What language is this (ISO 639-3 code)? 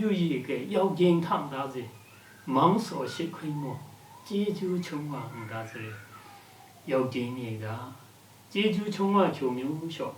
lsi